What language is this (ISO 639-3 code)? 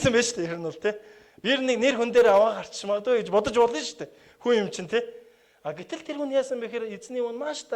mon